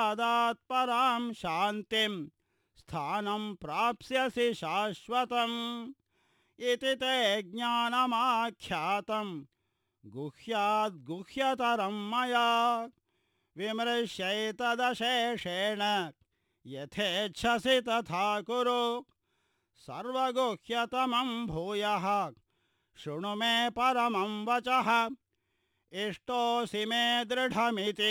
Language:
Sanskrit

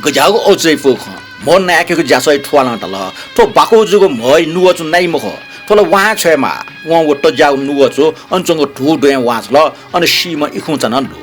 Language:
Newari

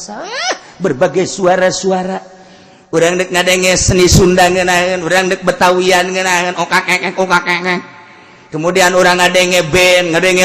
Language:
Sundanese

